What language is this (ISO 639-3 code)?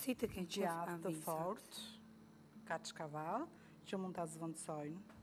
sqi